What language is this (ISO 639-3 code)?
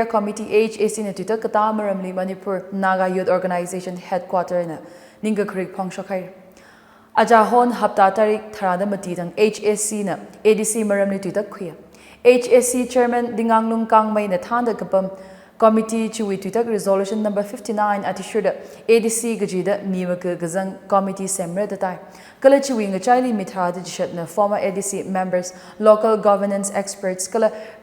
nmf